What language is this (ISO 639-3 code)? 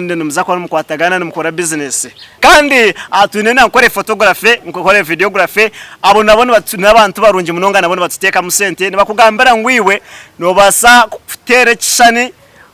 nyn